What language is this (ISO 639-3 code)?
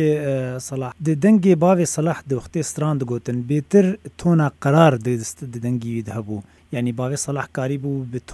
kur